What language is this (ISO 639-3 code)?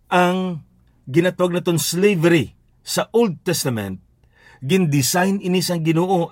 hil